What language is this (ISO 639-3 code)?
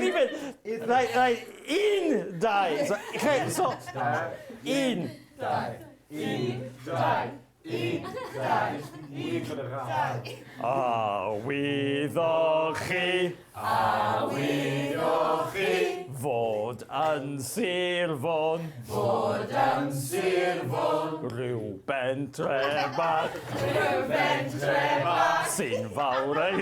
cym